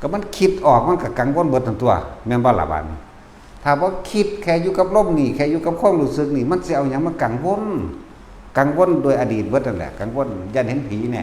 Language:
Northeastern Thai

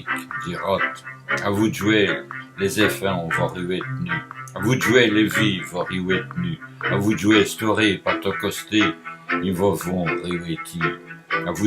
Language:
Walloon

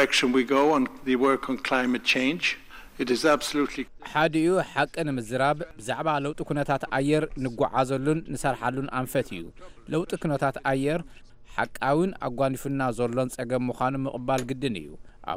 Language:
Tigrinya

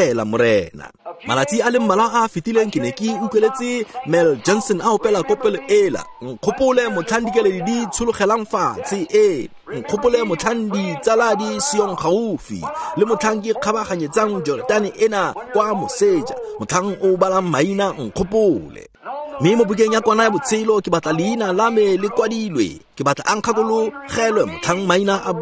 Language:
Tswana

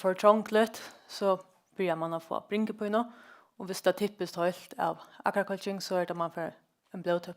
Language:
Faroese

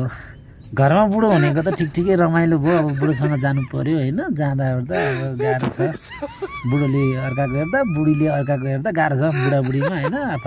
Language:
Nepali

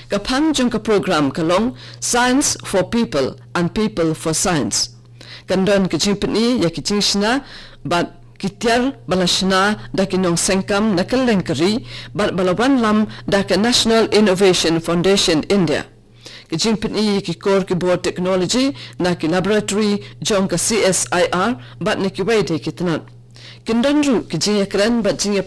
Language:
Khasi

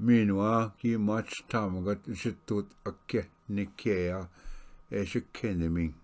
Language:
Ojibwa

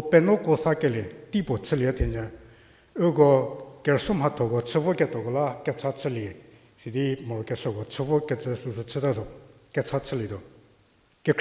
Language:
Angami Naga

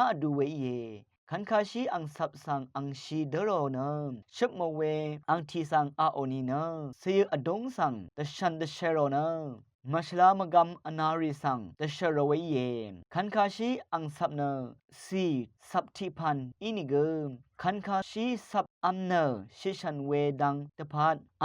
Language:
Rawang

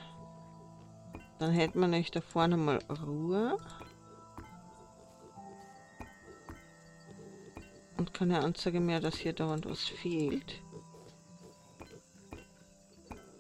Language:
German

